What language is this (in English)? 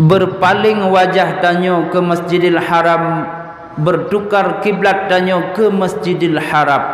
Achinese